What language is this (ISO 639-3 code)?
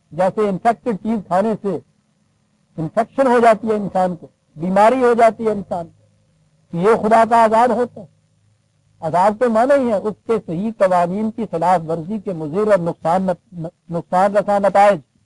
urd